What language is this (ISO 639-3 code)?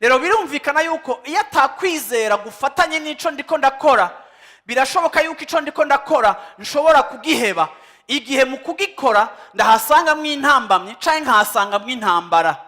run